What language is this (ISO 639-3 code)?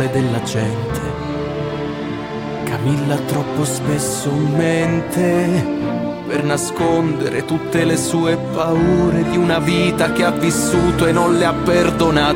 ita